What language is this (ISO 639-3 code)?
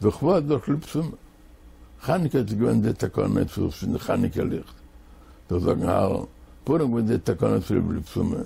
yid